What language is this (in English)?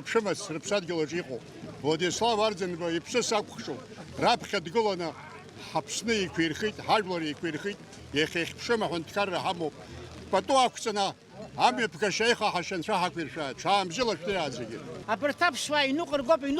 Abkhazian